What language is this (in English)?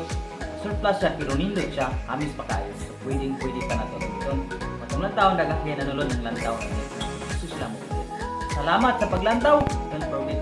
Cebuano